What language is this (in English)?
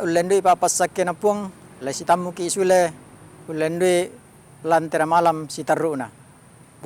Toraja-Sa'dan